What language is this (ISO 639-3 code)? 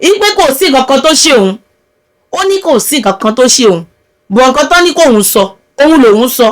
yor